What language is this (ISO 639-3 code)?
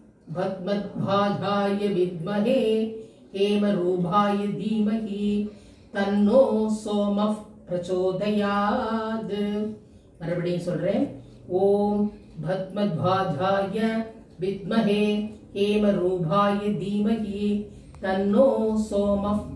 tam